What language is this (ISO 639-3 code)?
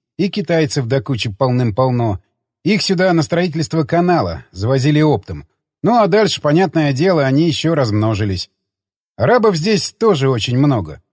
rus